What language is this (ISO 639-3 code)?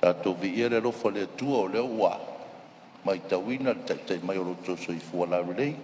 smo